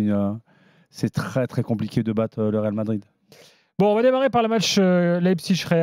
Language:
French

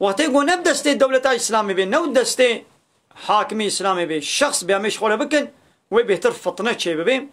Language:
Kurdish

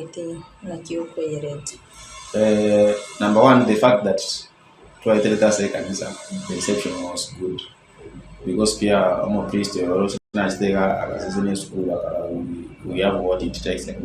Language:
Gusii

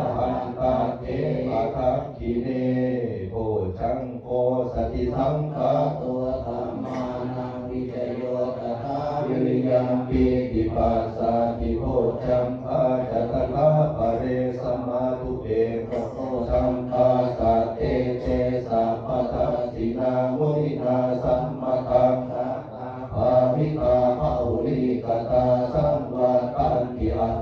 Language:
Pali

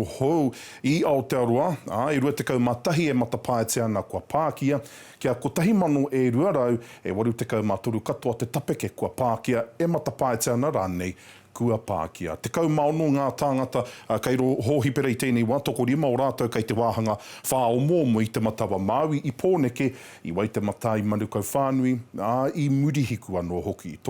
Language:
Māori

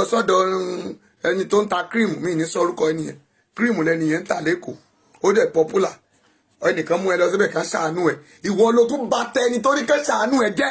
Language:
Yoruba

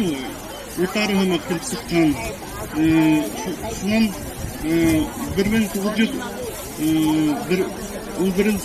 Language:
Bashkir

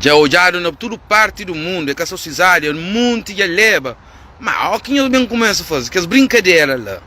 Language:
Kabuverdianu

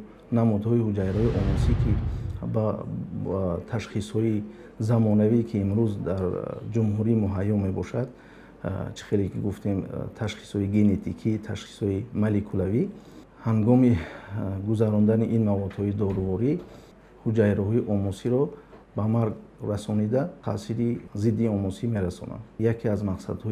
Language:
Tajik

